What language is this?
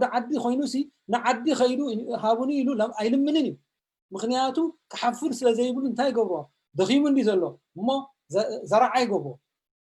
Tigrinya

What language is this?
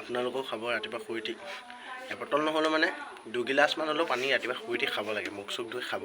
Assamese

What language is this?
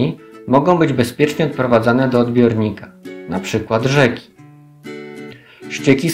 Polish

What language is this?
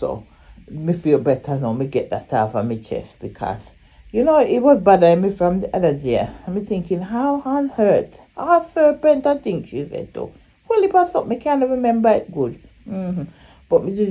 Jamaican Creole English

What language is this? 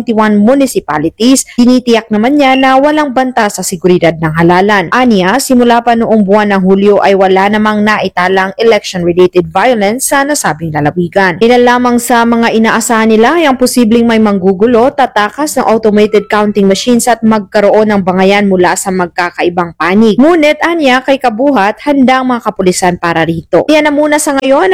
Filipino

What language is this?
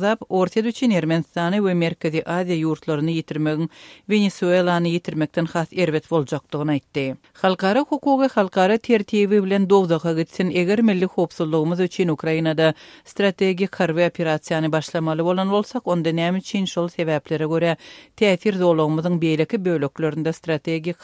Turkmen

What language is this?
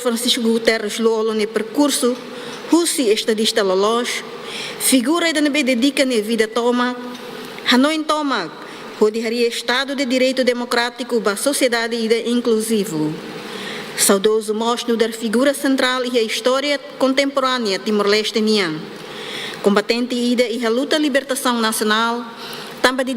Tetum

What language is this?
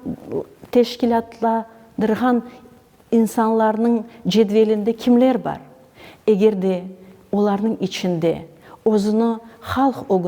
Crimean Tatar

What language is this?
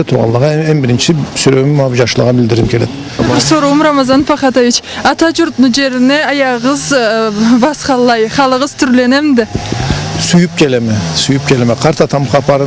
Karachay-Balkar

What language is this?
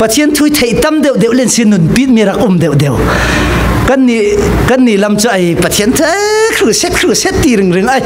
Falam Chin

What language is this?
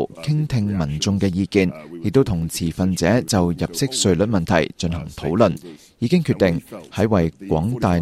Cantonese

